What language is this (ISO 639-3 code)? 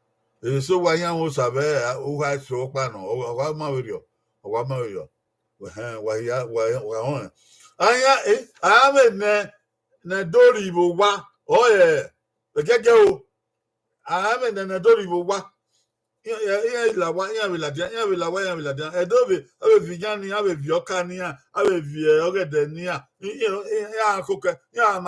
bin